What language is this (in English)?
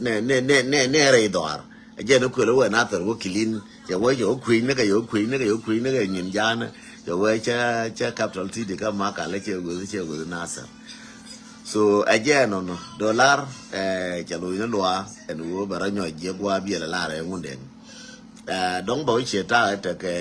Nuer